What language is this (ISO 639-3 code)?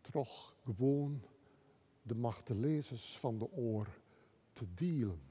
fry